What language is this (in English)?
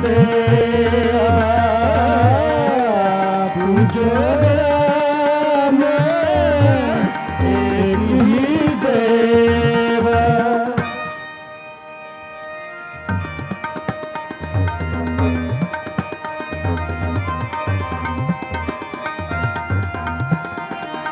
Hindi